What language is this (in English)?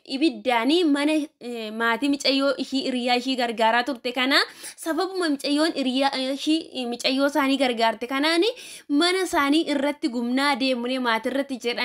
Oromo